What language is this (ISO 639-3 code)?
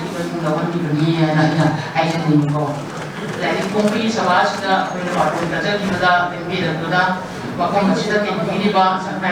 mni